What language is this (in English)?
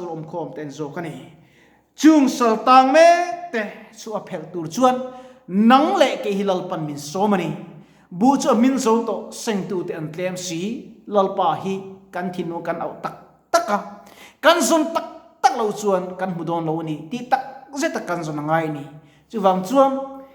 Mizo